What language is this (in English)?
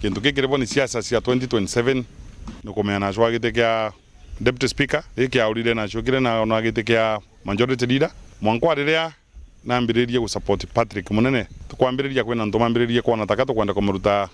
Meru